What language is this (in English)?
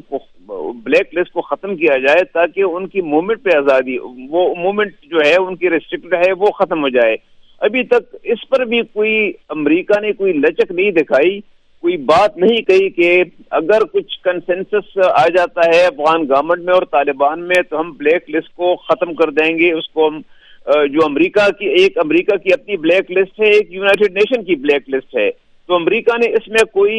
Urdu